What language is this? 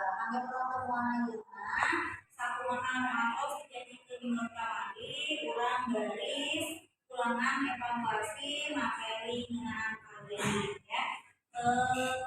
Sundanese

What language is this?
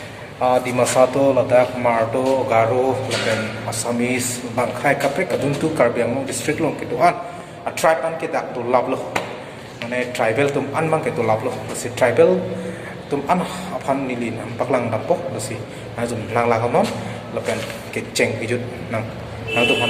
Karbi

